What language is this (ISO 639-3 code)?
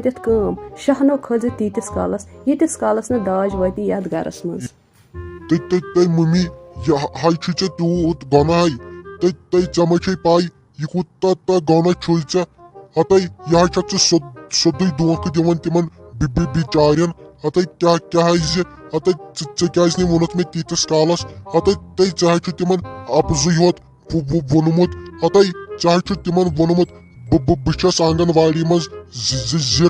kas